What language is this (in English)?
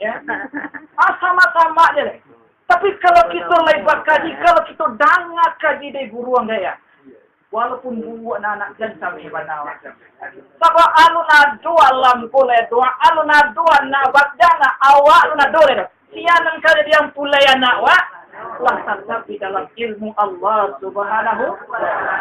Minangkabau